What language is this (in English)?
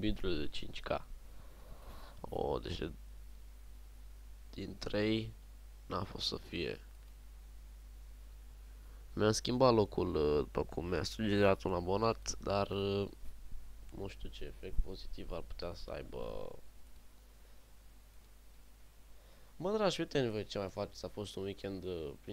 Romanian